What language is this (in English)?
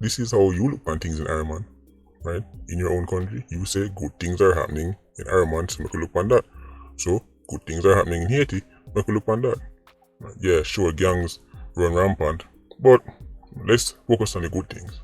Jamaican Creole English